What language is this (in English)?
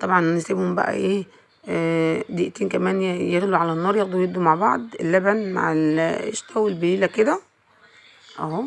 Egyptian Arabic